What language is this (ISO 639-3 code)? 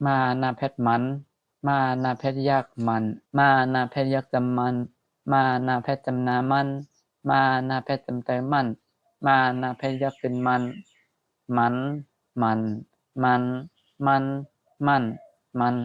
shn